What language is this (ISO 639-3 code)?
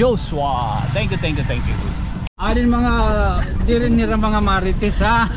war